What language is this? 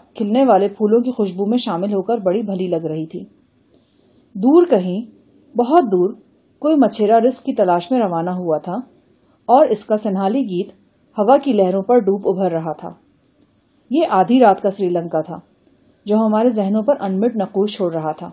Urdu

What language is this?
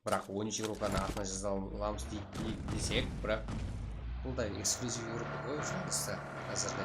Kara-Kalpak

